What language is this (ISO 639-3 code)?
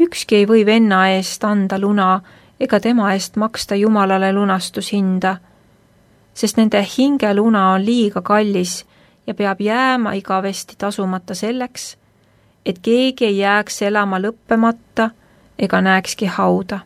est